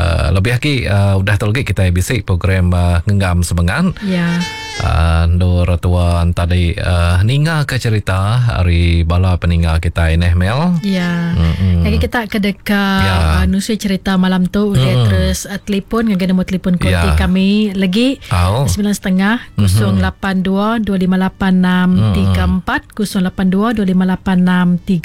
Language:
Iban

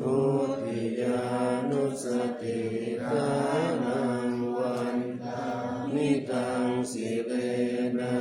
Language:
Pali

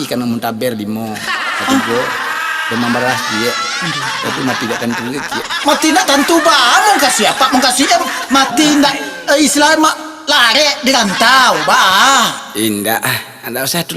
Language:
Minangkabau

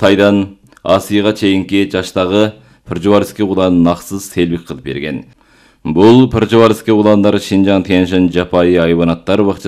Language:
Kyrgyz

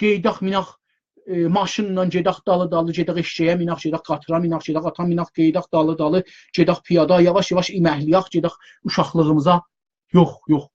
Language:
South Azerbaijani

